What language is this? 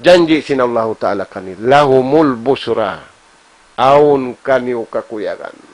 Tausug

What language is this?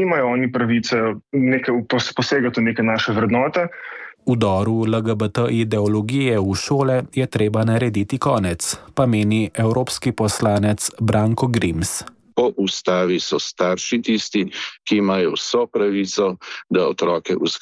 Slovenian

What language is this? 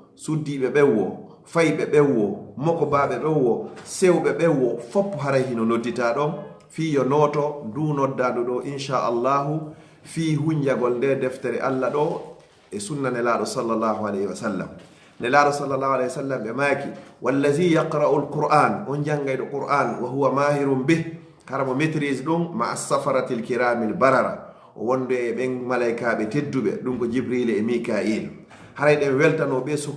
Fula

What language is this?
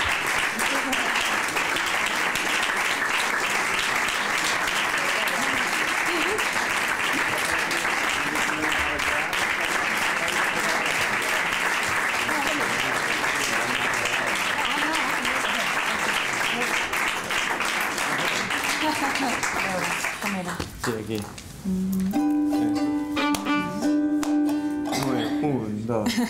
Catalan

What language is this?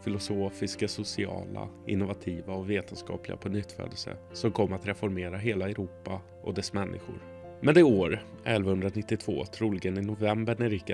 Swedish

